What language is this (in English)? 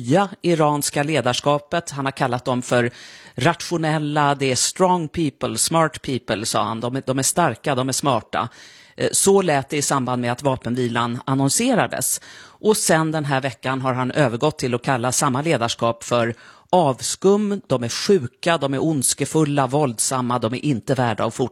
Swedish